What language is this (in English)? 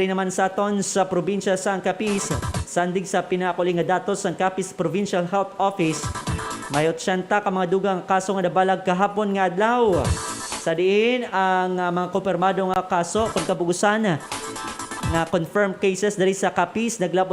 Hiligaynon